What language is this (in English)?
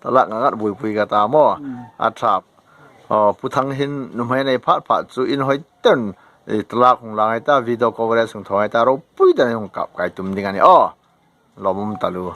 Hmar